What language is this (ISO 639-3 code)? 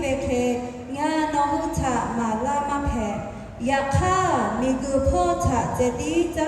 lhu